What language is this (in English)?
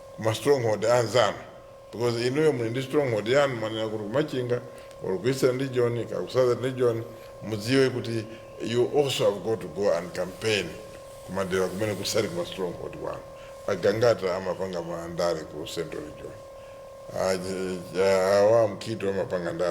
Nyanja